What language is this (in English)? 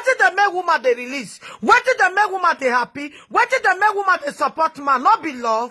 Nigerian Pidgin